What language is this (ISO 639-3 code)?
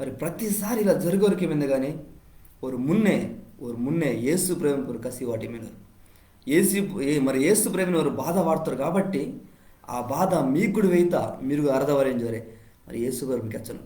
kff